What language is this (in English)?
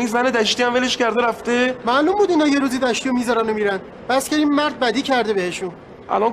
Persian